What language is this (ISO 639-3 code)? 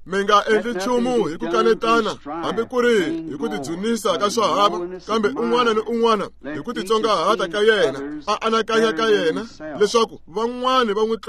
tso